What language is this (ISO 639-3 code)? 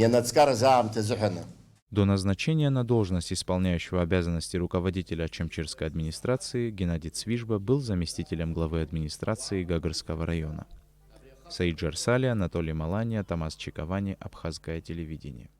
abk